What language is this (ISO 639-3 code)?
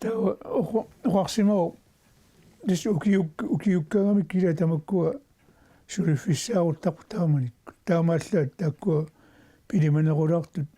kal